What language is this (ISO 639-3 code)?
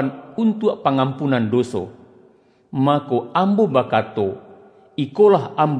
min